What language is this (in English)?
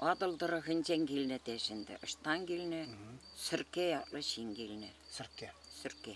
Chuvash